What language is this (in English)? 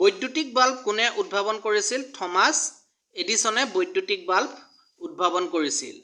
Assamese